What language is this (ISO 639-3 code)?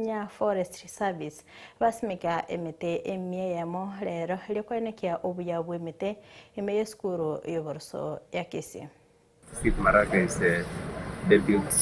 guz